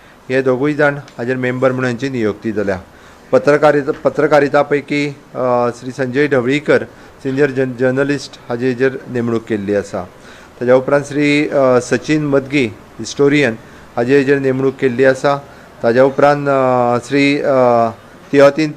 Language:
Konkani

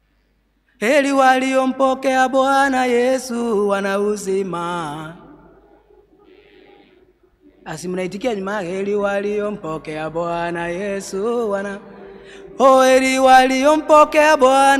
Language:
Swahili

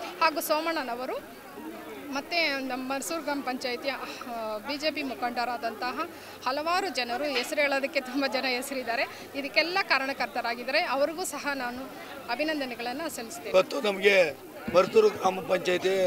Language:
Kannada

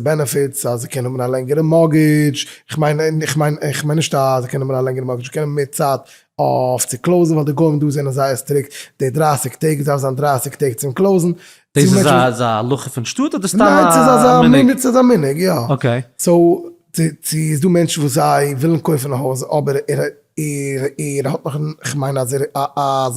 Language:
Yiddish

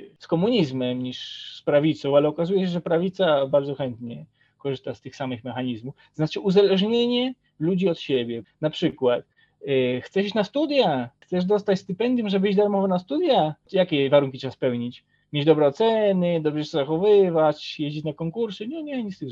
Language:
Polish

